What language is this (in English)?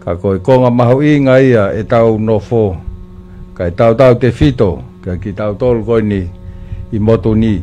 Tongan